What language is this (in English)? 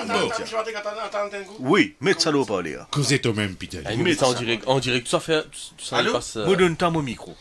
Morisyen